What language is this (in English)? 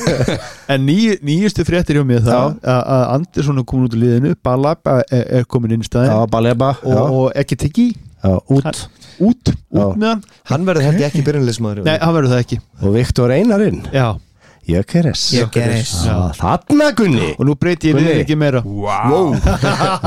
Icelandic